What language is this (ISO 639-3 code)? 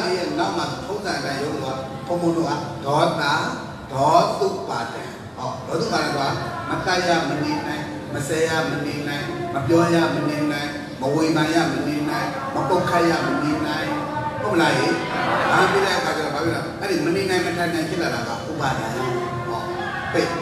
mya